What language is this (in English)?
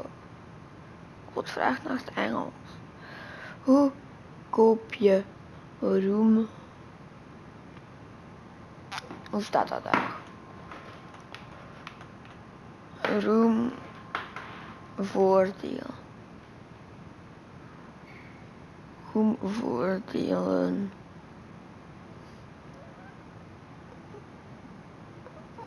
Dutch